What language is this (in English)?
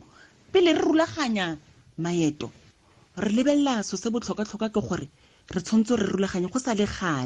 Tswana